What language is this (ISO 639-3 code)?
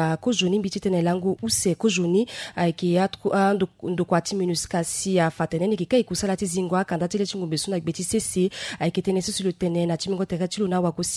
sag